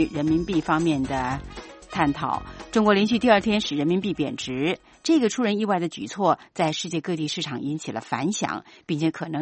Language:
Chinese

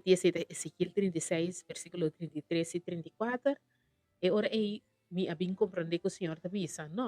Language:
Papiamento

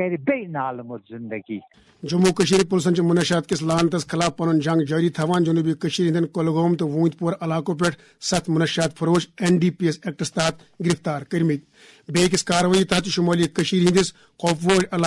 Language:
Kashmiri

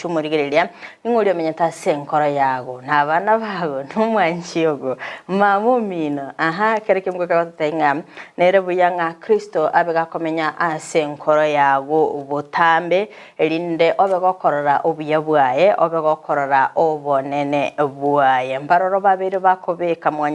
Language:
Gusii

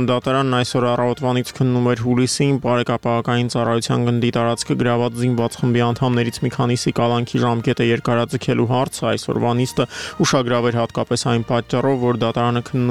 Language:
Armenian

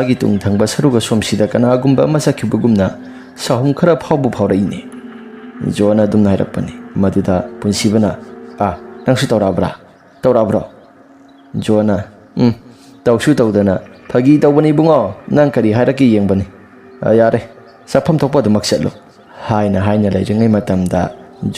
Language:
Manipuri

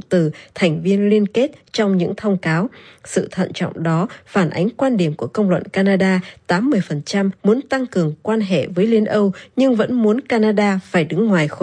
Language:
Vietnamese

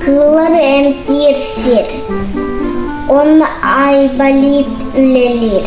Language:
Yakut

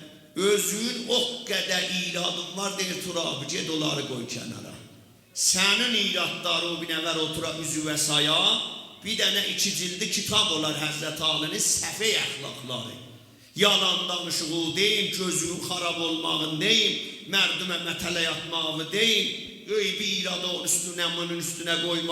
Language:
South Azerbaijani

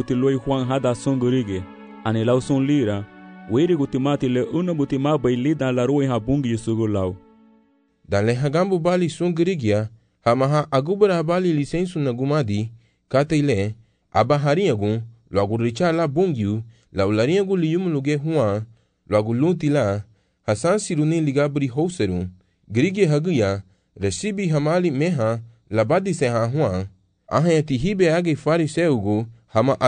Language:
Garifuna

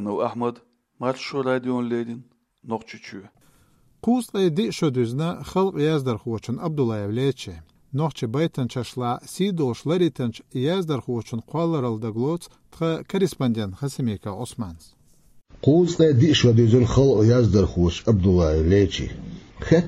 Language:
Chechen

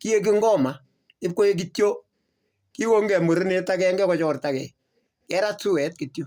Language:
Kalenjin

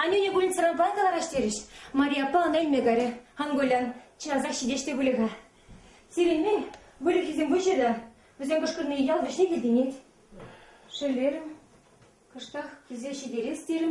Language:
Chuvash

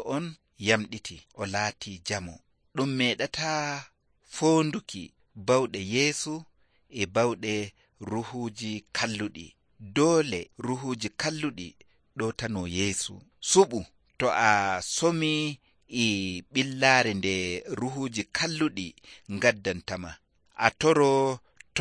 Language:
Nigerian Fulfulde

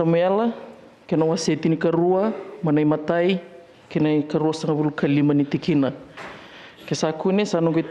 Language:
Fijian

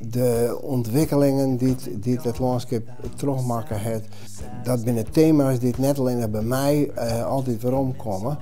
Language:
Western Frisian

